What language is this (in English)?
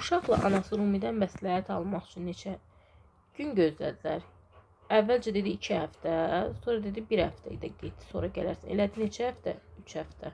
Azerbaijani